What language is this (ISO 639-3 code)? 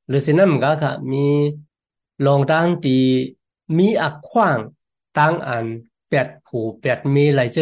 tha